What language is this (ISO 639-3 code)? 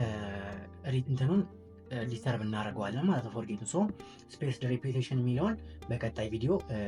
amh